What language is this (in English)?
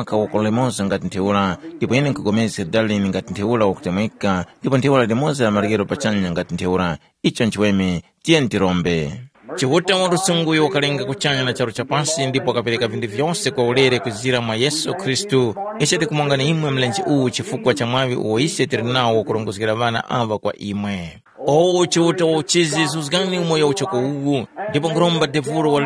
Tumbuka